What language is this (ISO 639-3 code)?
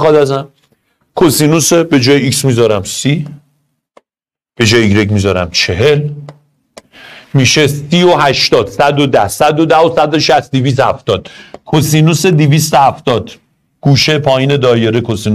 fas